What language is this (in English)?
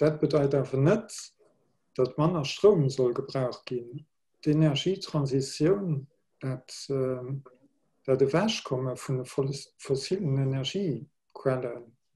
Luxembourgish